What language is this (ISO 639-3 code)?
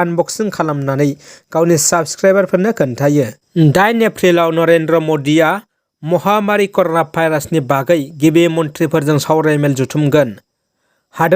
brx